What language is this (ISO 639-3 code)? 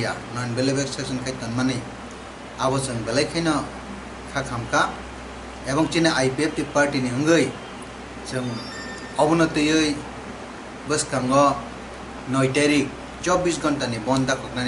trp